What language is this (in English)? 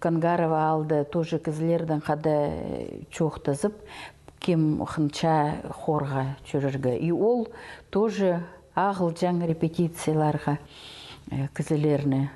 Khakas